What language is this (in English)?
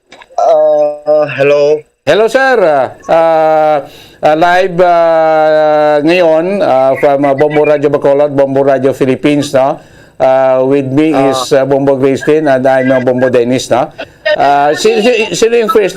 Hiligaynon